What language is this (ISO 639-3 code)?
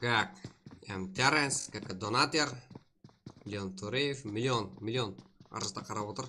kaa